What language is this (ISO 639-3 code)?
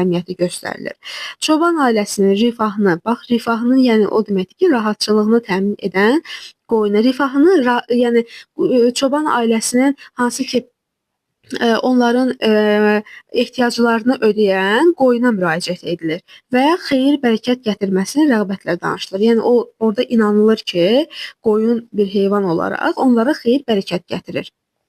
aze